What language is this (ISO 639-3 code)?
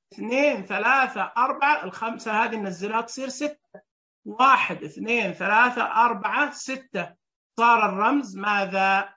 ars